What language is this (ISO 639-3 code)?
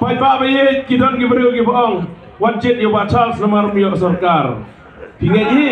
kha